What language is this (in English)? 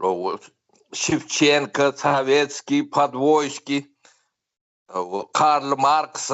Turkmen